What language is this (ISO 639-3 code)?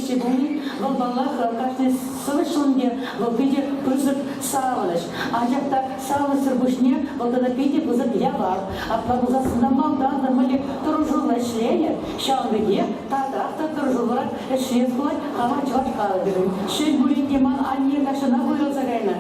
chv